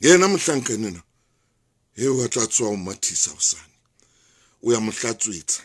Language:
Southern Sotho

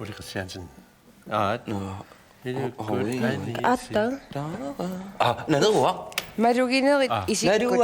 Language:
Kalaallisut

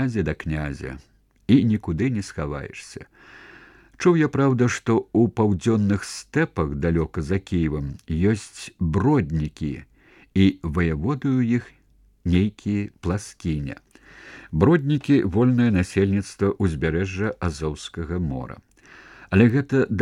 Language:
Belarusian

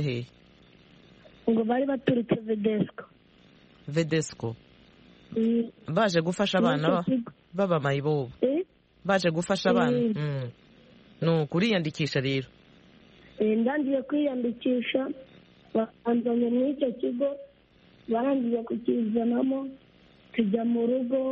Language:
Kinyarwanda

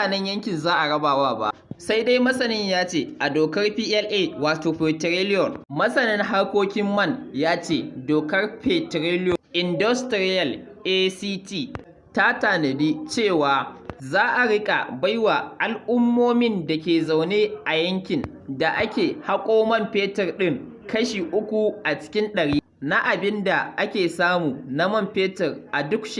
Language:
Hausa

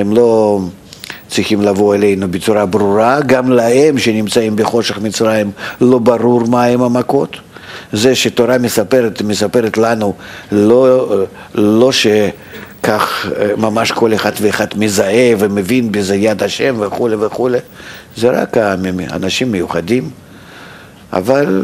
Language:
Hebrew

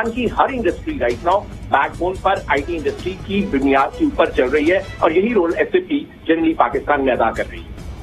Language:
Urdu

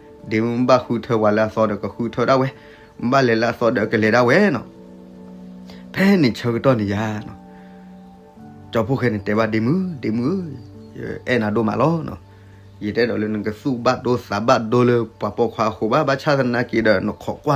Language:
S'gaw Karen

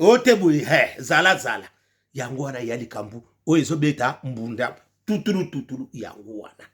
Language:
Lingala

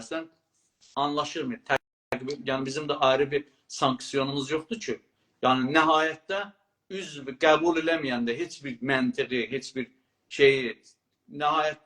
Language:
South Azerbaijani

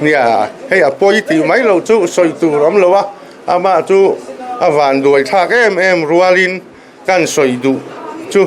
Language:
Mizo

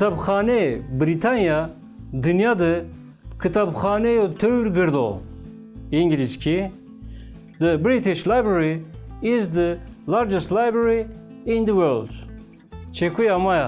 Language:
Zaza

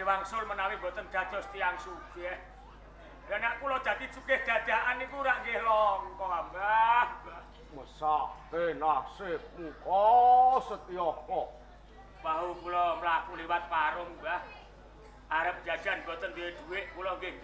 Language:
Javanese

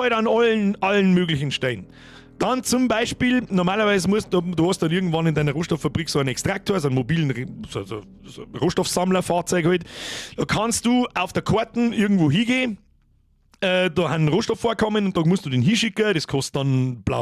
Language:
Bavarian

